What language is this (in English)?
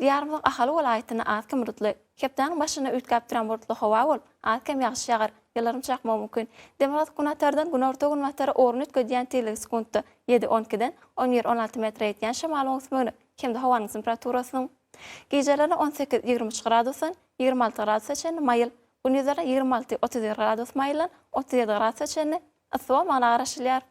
Turkmen